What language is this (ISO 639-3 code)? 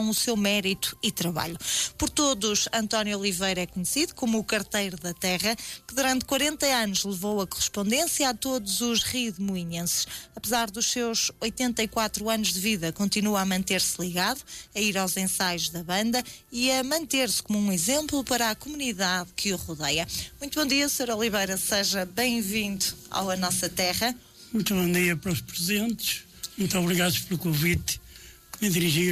por